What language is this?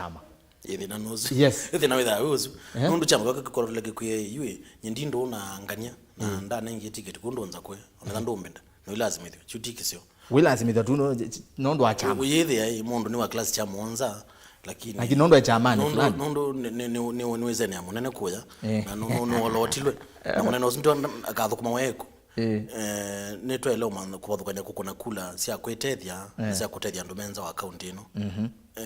Kamba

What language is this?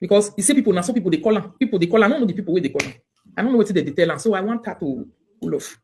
Nigerian Pidgin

